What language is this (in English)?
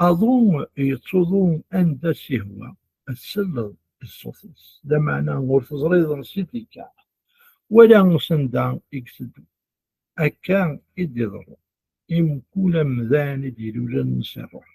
Kabyle